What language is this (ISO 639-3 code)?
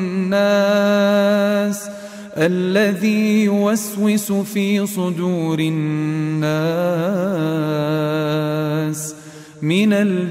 ara